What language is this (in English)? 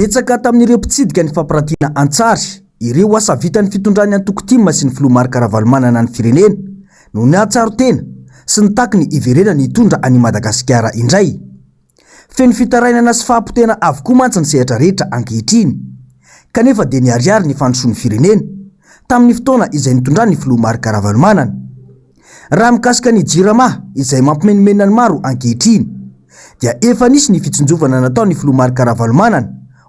Malagasy